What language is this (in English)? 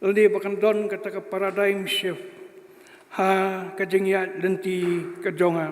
Khasi